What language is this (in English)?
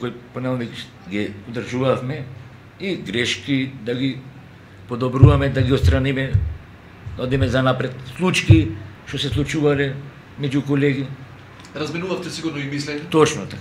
Macedonian